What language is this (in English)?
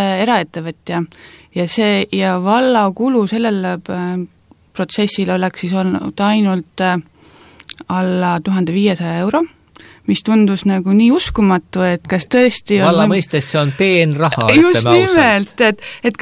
Estonian